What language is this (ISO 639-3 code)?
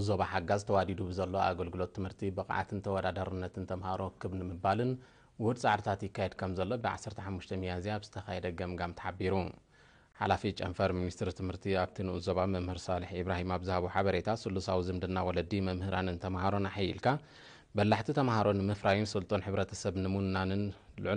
tir